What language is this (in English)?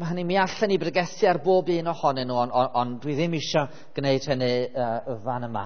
Welsh